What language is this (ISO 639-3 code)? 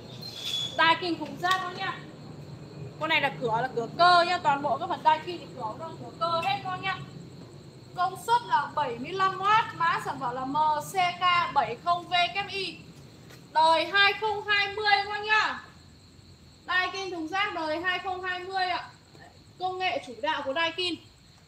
vie